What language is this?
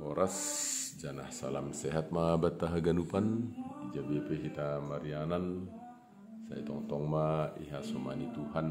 Batak Simalungun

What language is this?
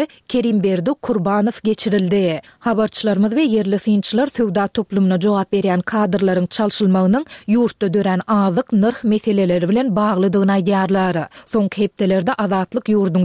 Turkmen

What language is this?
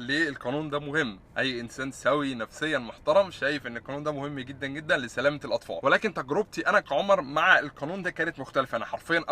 Egyptian Arabic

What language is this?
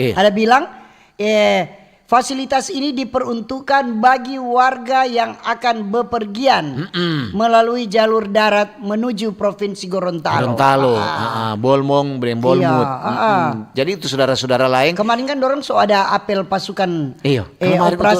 Manado Malay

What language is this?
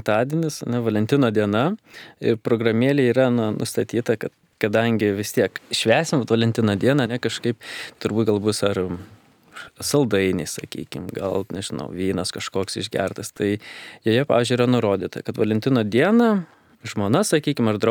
Lithuanian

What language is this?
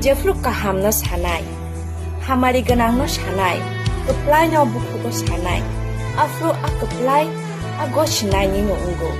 Kok Borok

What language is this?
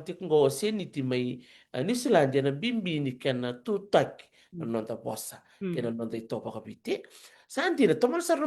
Fijian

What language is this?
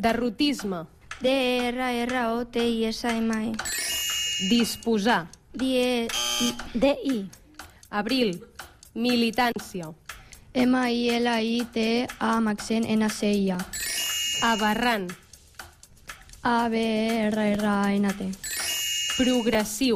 Catalan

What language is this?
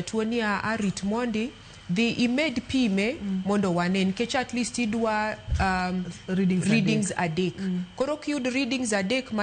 Luo (Kenya and Tanzania)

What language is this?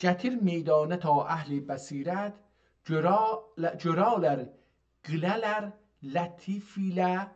South Azerbaijani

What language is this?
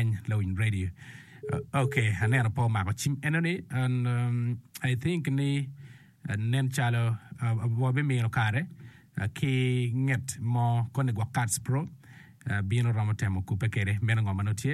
Acoli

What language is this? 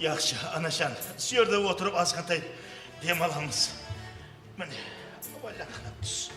Kara-Kalpak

